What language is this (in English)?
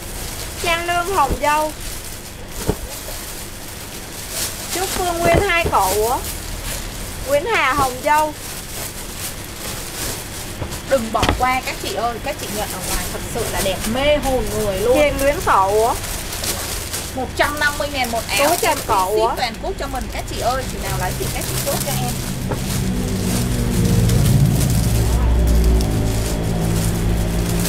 Vietnamese